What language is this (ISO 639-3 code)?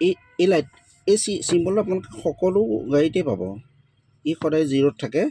asm